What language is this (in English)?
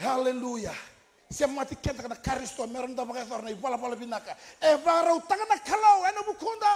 Fijian